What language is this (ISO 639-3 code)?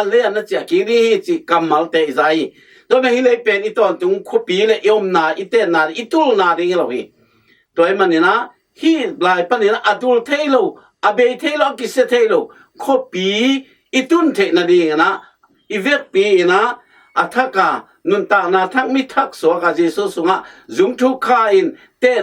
ctd